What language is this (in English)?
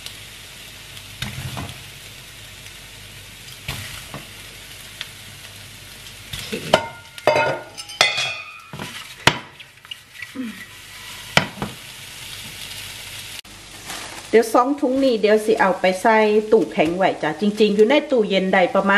Thai